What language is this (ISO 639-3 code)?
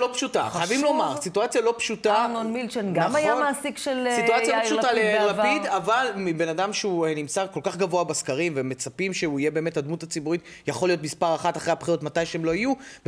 heb